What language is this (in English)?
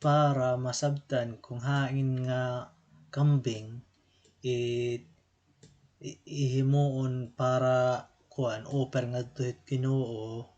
Waray